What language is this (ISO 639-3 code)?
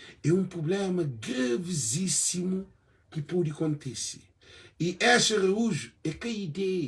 kea